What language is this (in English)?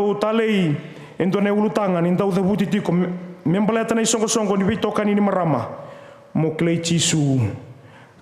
Fijian